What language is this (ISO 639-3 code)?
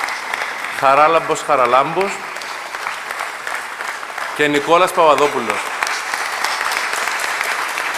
ell